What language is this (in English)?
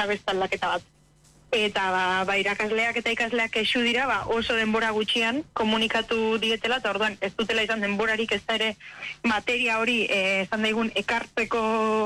Basque